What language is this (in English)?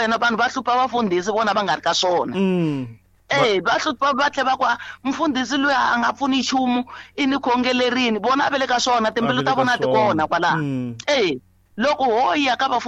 Tsonga